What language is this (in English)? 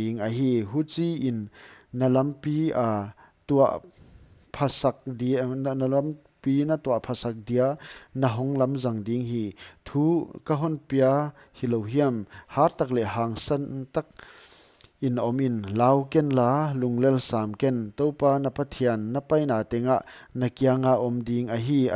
Paite Chin